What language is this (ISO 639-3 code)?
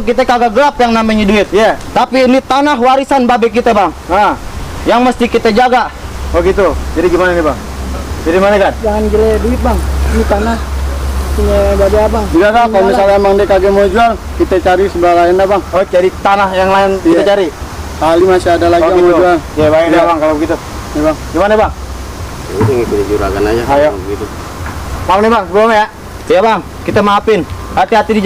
bew